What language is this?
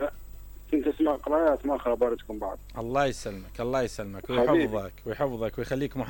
Mesopotamian Arabic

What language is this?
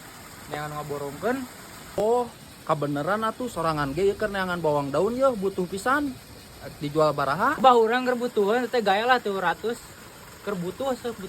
Sundanese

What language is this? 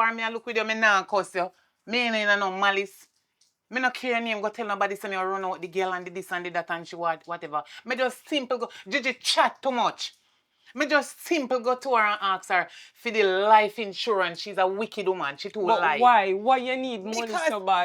Jamaican Creole English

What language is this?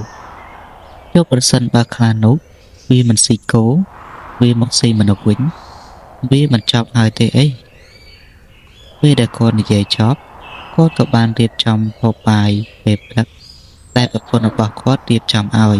Khmer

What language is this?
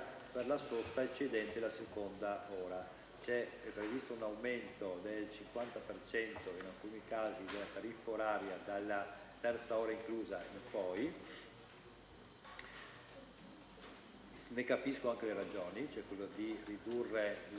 Italian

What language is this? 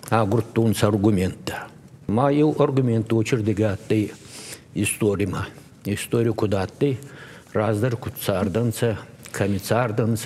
Ossetic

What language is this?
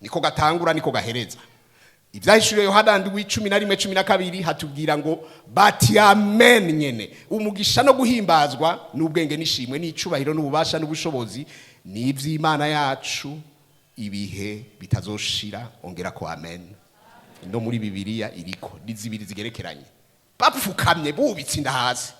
Rundi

